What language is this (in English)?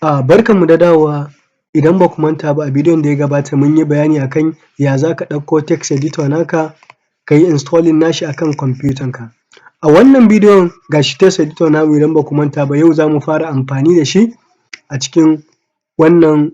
Hausa